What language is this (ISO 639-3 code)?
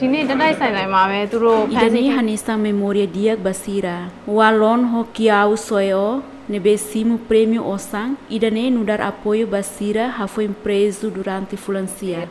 tet